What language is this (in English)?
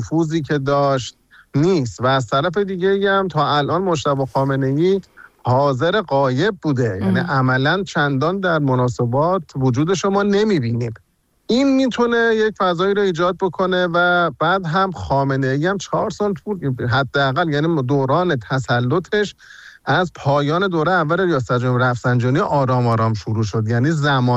Persian